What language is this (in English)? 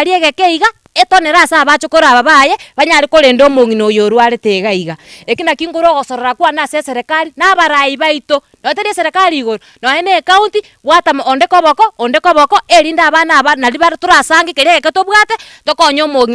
Gusii